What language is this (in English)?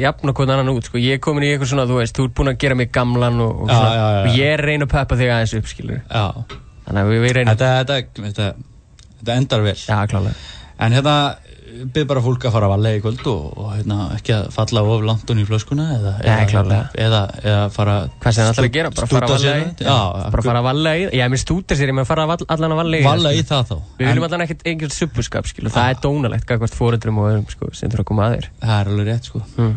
Icelandic